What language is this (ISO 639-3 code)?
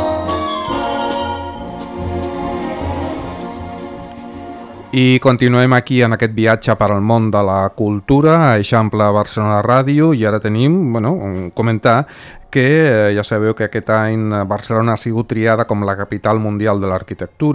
cat